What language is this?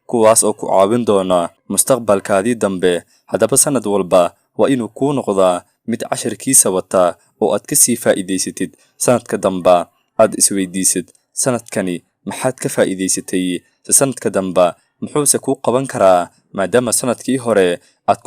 Somali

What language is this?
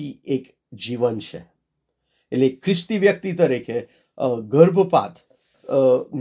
Gujarati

